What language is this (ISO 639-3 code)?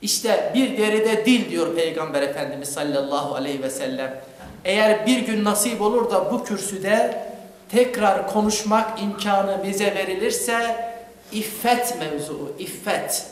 crh